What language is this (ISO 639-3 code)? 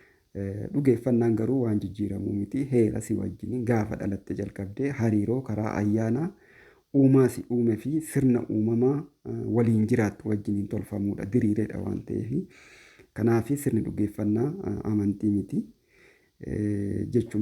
orm